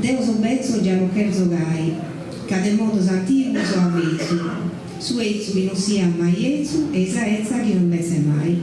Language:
Sardinian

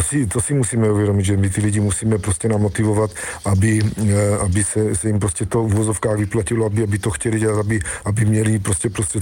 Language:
Czech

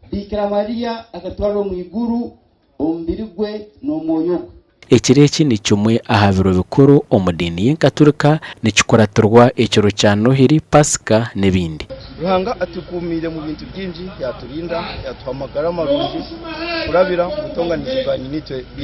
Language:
Nyankole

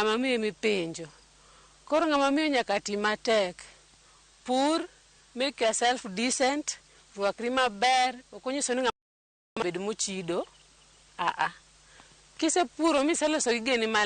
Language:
Luo (Kenya and Tanzania)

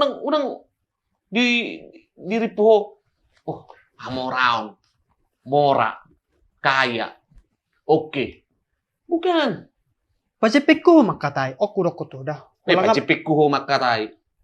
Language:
Batak Toba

